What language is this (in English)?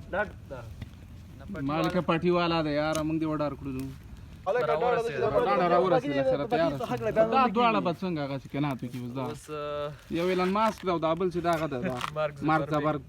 Pashto